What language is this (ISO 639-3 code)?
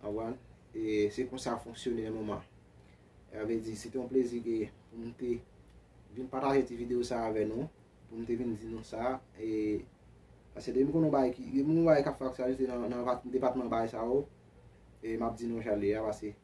hat